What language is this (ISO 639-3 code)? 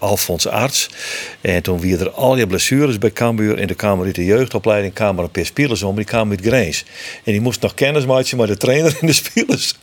fry